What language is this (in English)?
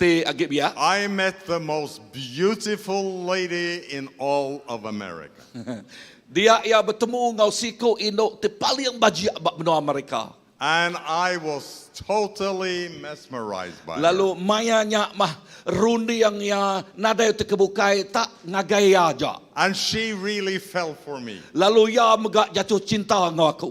Iban